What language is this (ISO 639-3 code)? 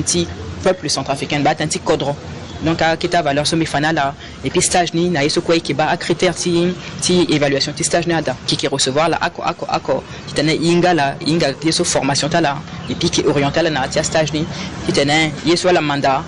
sag